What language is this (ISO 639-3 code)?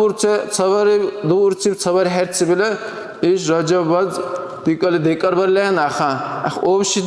dar